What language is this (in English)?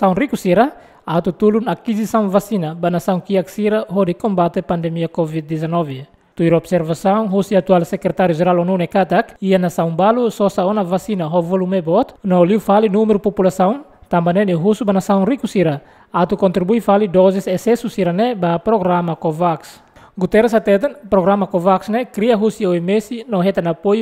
Tetum